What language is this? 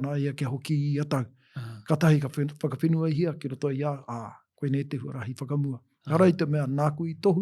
Māori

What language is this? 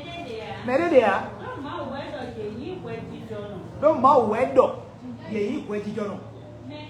Fon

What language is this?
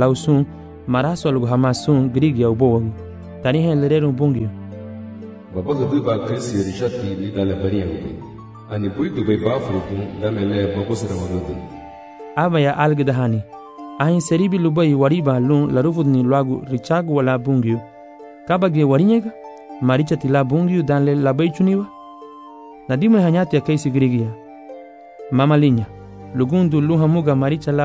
Garifuna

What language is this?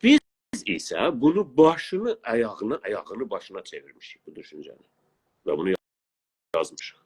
South Azerbaijani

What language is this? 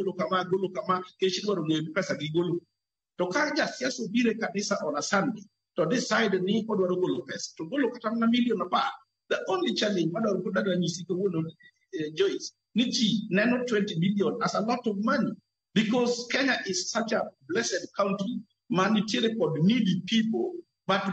Luo (Kenya and Tanzania)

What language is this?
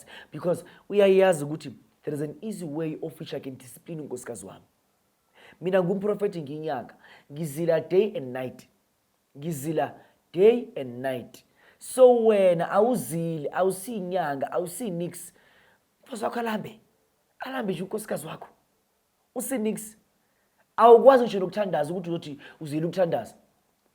Zulu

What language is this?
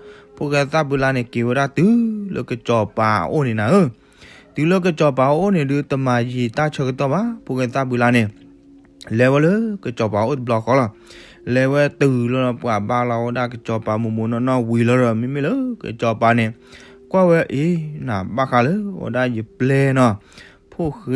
S'gaw Karen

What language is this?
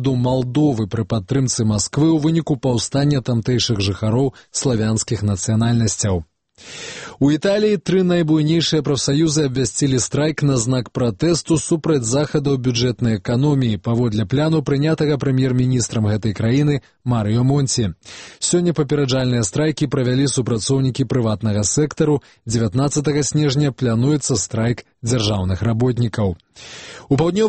Belarusian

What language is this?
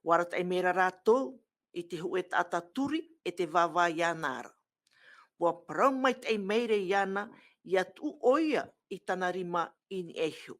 Tahitian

